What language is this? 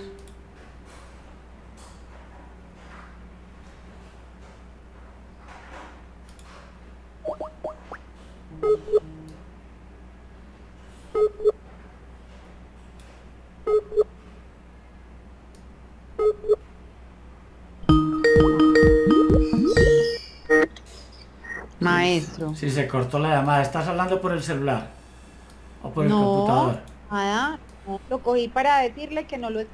Spanish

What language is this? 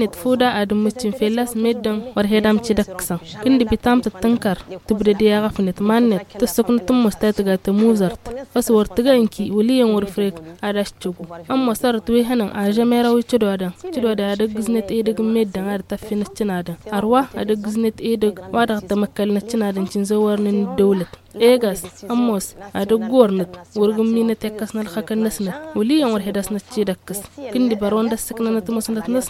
Tamasheq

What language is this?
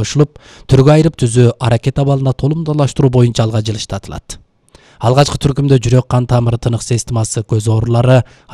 Kyrgyz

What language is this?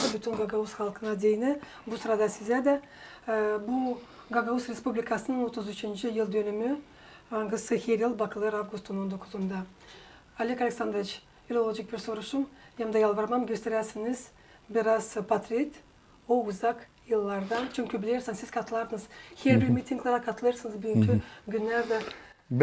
Gagauz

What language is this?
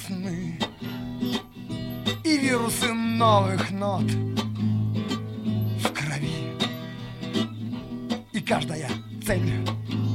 Russian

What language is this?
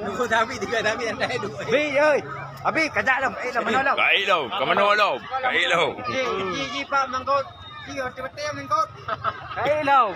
Achinese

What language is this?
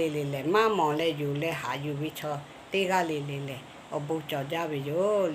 Lahu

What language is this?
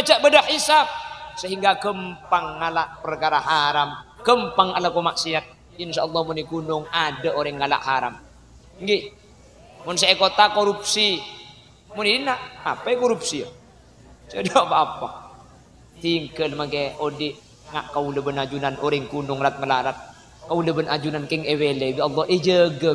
Madurese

